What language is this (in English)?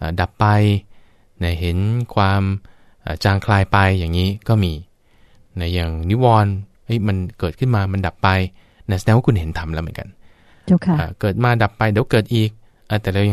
Thai